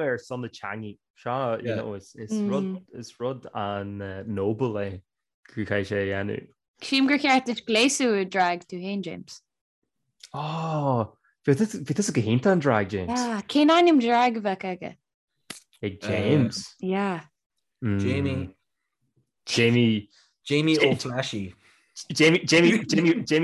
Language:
Irish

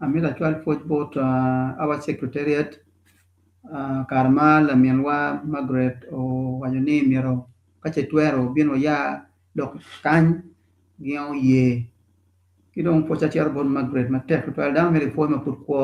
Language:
Acoli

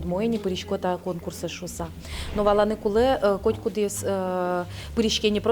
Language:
Udmurt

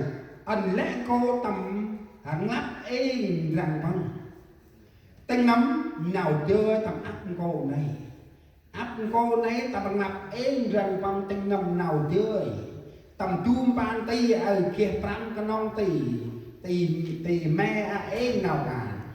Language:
Central Mnong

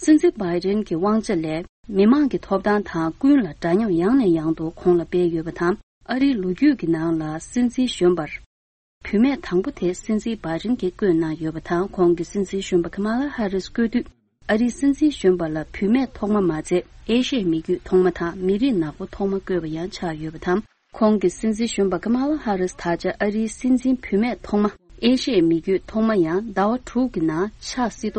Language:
Tibetan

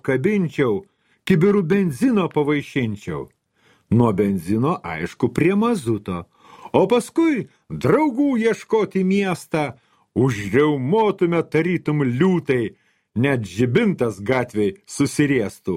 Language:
Lithuanian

